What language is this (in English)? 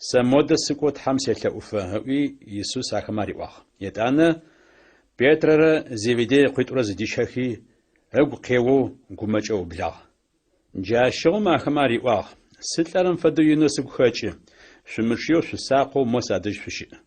Adyghe